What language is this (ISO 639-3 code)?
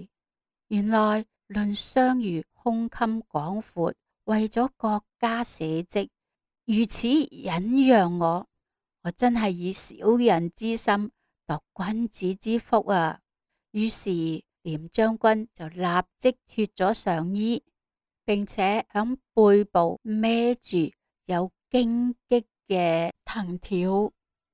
yue